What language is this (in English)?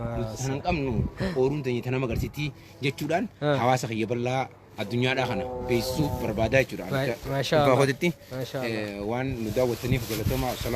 Oromo